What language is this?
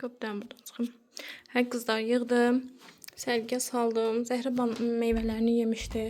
Azerbaijani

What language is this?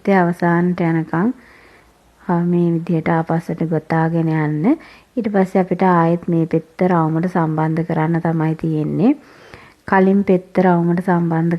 Sinhala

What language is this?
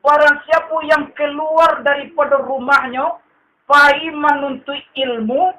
Minangkabau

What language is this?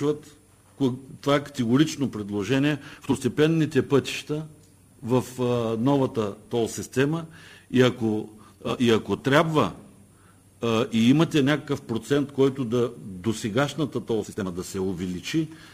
Bulgarian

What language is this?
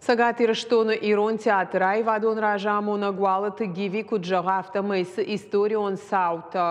Ossetic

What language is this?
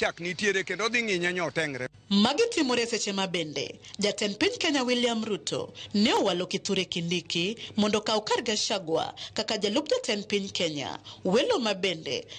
Luo (Kenya and Tanzania)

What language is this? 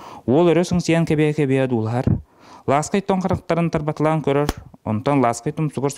Yakut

